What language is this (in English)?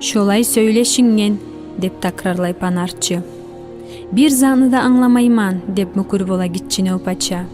Kumyk